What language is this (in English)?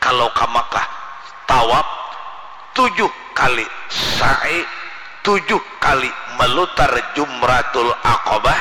Banjar